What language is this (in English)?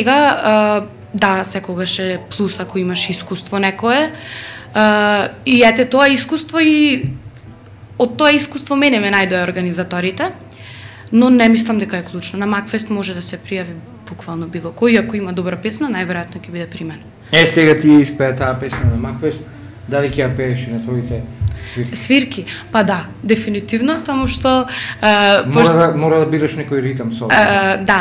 Macedonian